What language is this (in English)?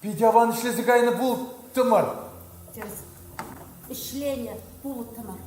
Chuvash